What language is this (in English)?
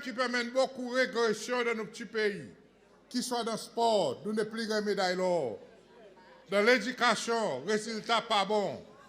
Seselwa Creole French